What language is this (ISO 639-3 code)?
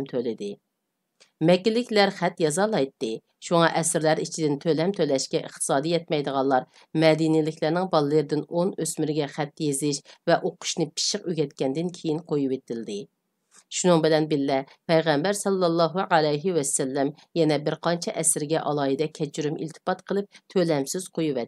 uig